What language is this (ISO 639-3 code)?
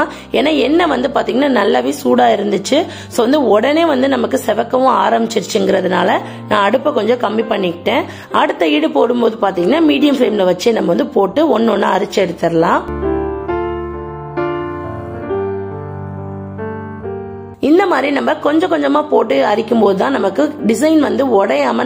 tam